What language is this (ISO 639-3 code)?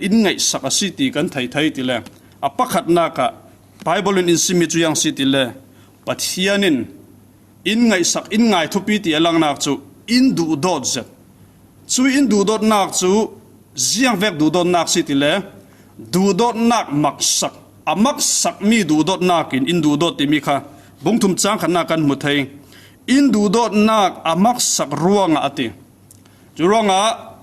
cfm